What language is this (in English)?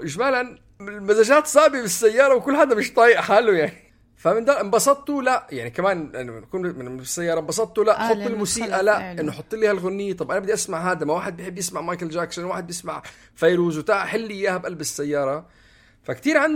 North Levantine Arabic